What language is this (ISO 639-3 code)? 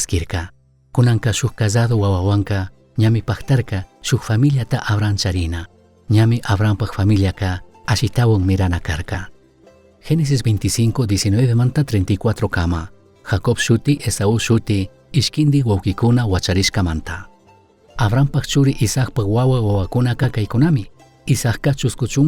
qug